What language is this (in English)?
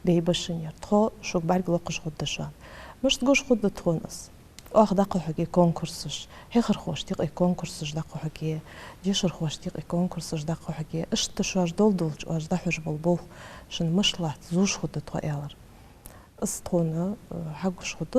Ingush